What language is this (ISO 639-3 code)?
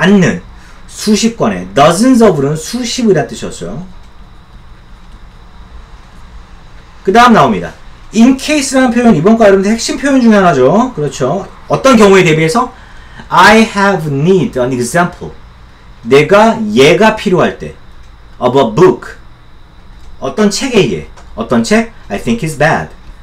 kor